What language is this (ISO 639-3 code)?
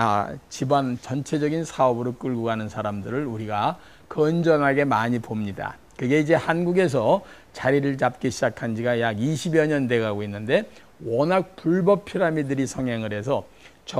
kor